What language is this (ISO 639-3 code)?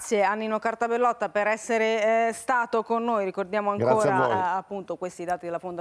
ita